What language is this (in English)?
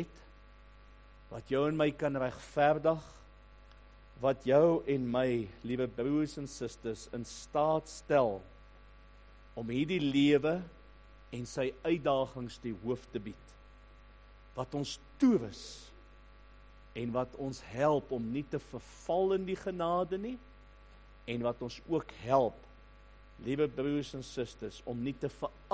Afrikaans